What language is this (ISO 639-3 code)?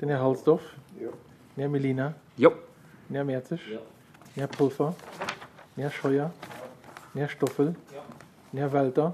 ltz